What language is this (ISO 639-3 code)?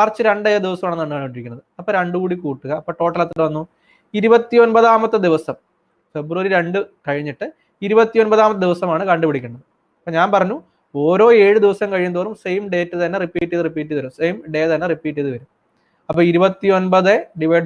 mal